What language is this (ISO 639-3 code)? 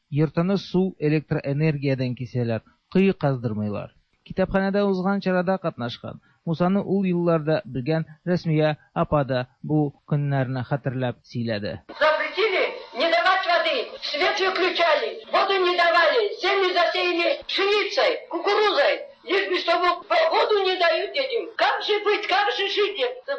tat